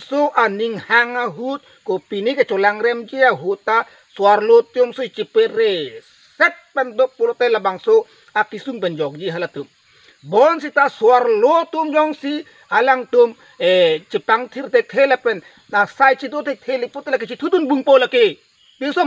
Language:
Karbi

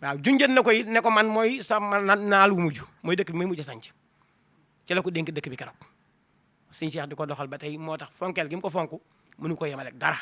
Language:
Wolof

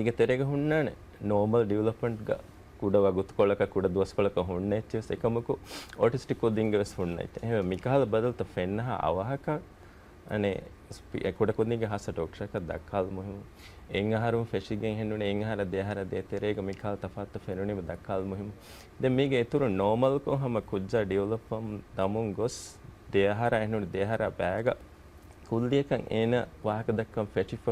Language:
Divehi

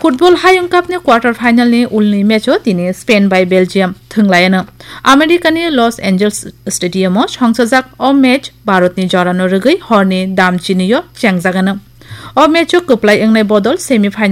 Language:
Kok Borok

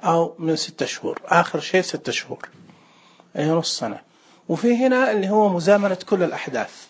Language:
Najdi Arabic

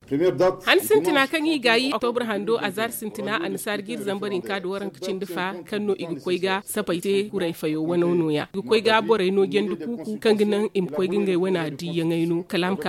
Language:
Zarma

